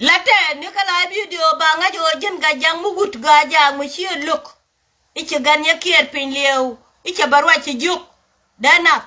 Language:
Nuer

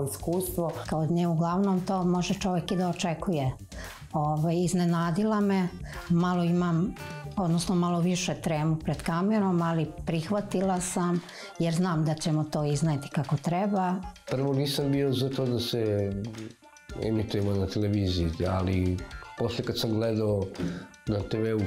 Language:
Serbian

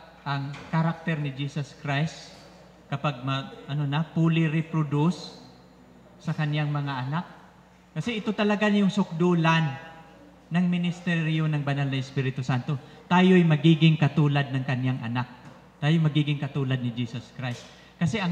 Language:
Filipino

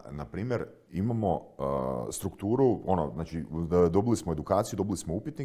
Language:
Croatian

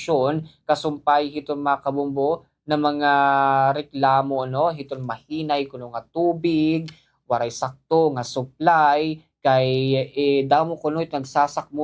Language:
Waray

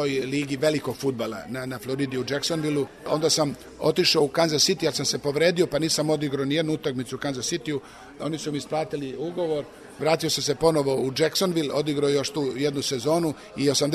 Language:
Serbian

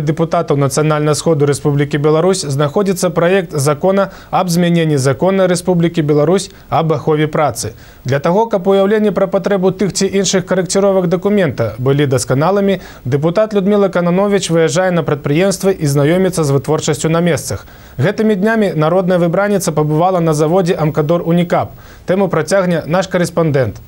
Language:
Belarusian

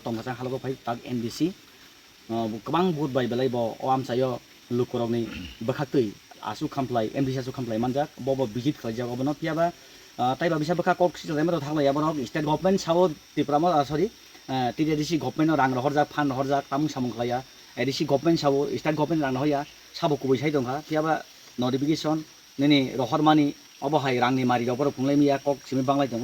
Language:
Kok Borok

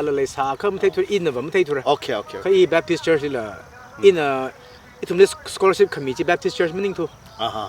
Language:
Tangkhul Naga (India)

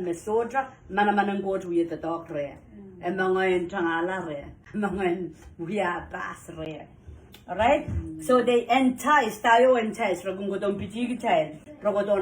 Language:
Pohnpeian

